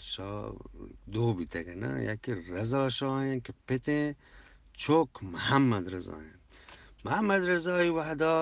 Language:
Eastern Balochi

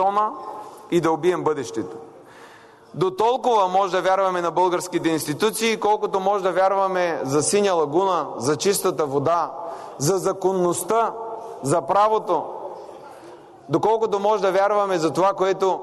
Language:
Bulgarian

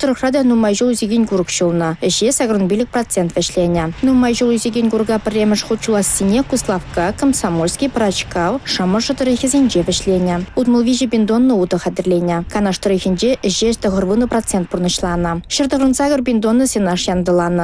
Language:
Chuvash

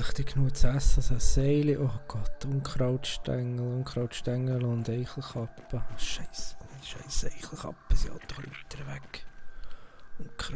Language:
Swiss German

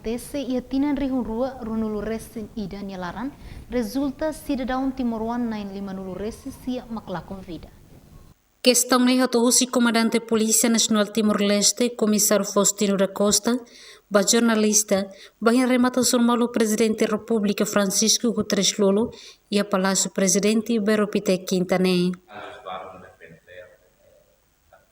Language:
Tetum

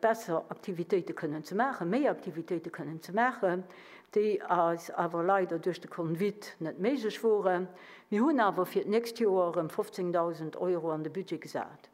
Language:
Luxembourgish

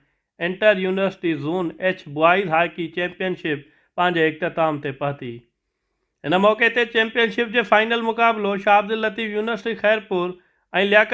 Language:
Sindhi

